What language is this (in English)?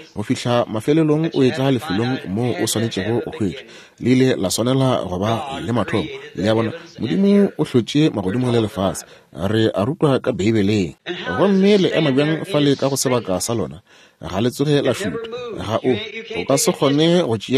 Northern Sotho